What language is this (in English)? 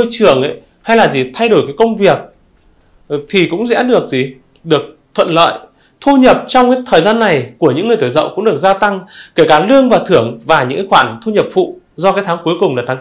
Vietnamese